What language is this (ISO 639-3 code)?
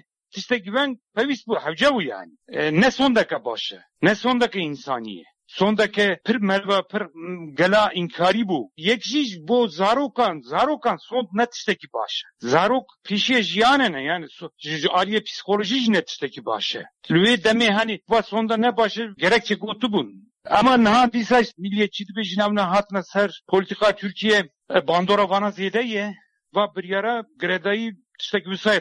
kur